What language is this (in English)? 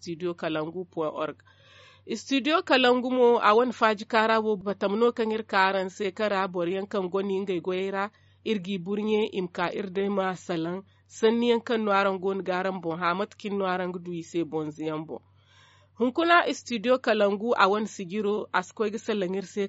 Zarma